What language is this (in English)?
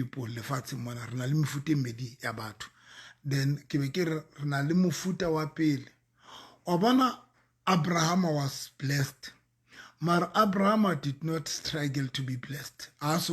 Southern Sotho